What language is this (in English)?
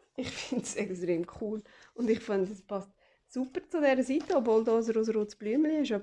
Swiss German